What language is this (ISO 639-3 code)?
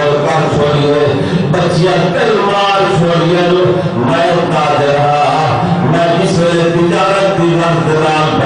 skr